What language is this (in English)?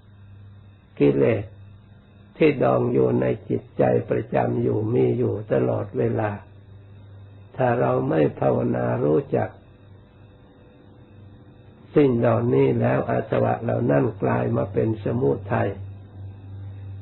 Thai